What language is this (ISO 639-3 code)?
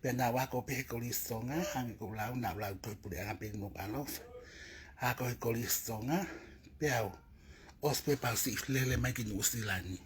ton